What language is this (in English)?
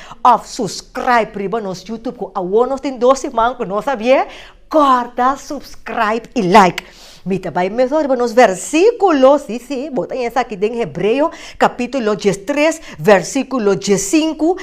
Papiamento